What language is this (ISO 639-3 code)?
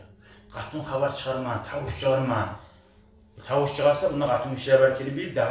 kum